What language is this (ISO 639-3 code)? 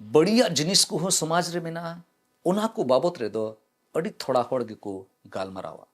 sat